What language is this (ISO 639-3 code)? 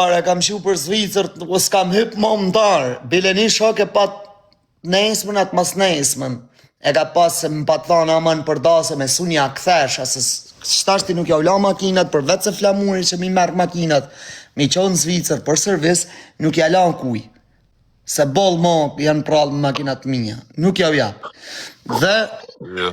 sqi